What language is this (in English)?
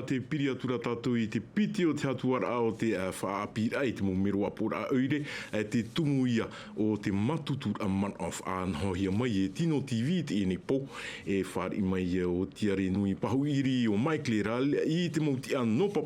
Tahitian